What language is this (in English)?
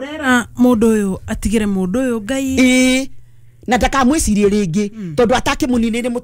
Kikuyu